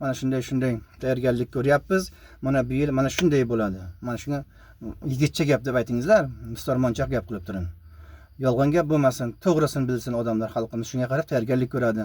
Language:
Uzbek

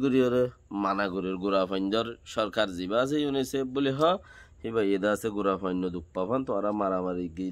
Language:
Rohingya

